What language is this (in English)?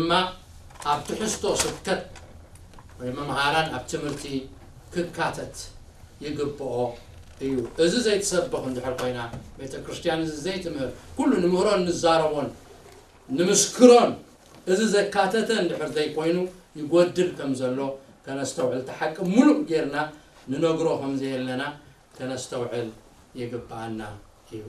Tigrinya